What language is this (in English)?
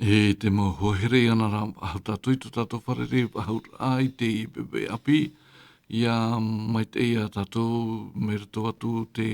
Tahitian